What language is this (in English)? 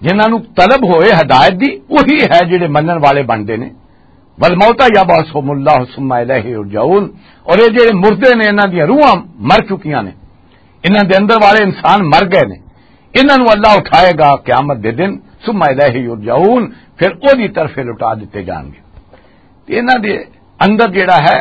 Western Panjabi